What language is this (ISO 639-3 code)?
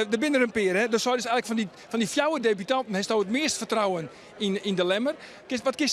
fry